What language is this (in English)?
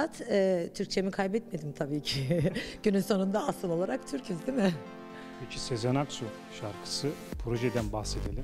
Turkish